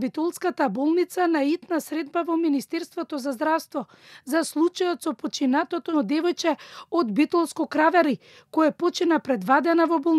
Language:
Macedonian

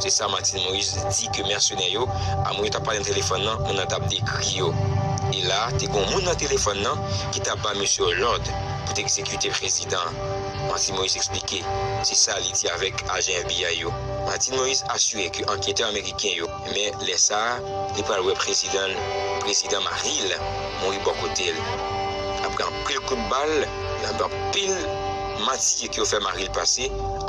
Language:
Haitian Creole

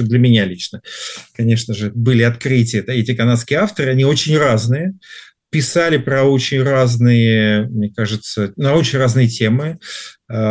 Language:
Russian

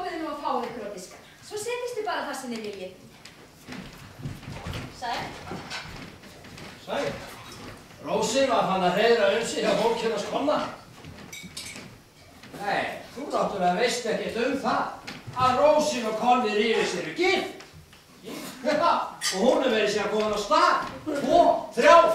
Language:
Icelandic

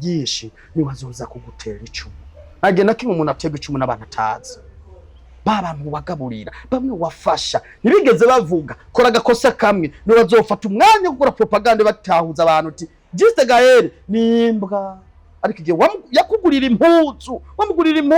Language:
Rundi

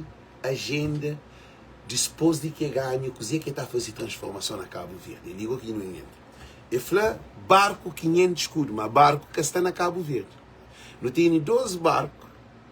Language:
Kabuverdianu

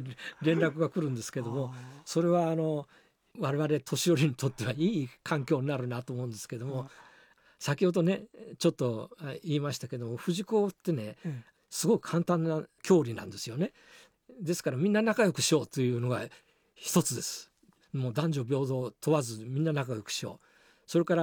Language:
Japanese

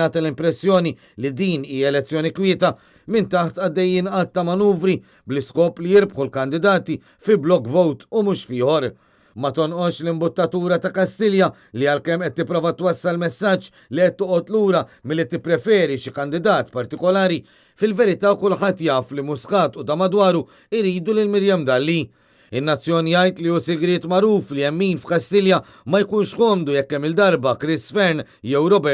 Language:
Maltese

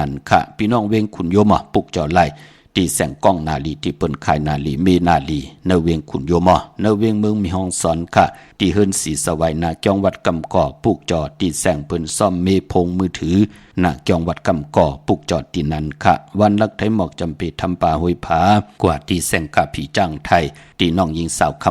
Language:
Shan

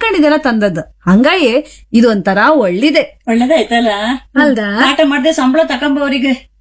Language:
Kannada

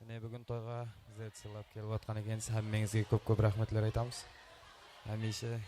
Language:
Kara-Kalpak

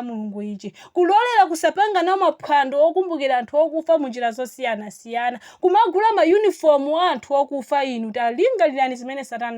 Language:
Nyanja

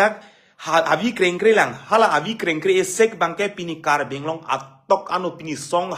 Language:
Karbi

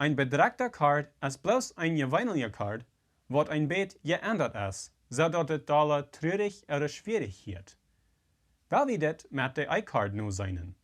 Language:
Plautdietsch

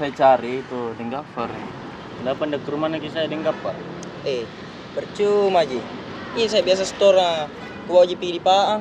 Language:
Makassar Malay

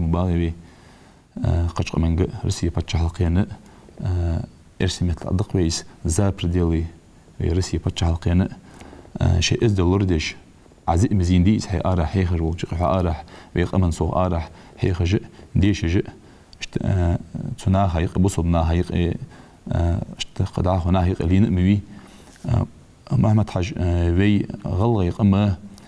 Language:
Ingush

